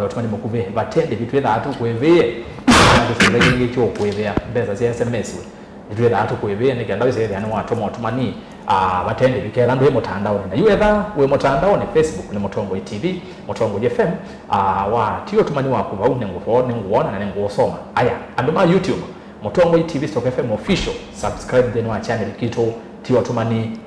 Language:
Kamba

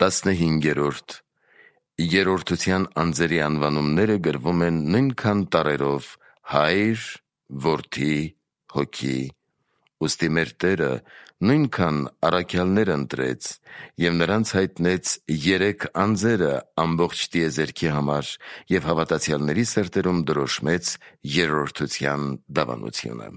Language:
Armenian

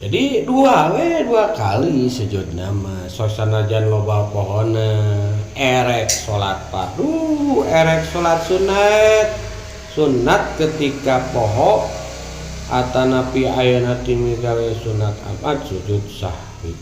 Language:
Sundanese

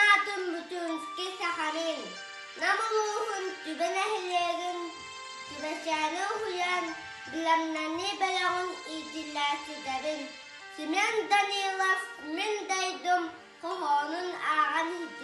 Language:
Yakut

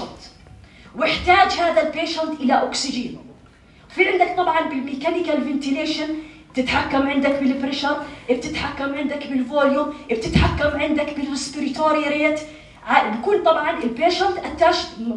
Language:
North Levantine Arabic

